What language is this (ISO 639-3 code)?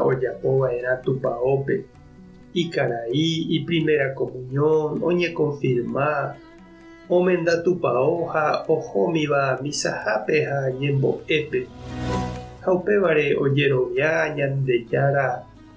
grn